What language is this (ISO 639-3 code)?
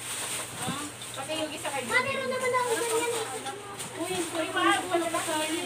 fil